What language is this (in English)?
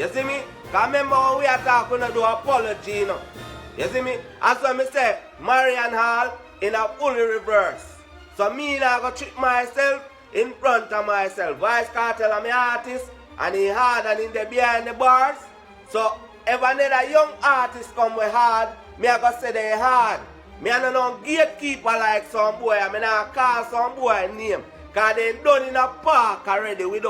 Jamaican Creole English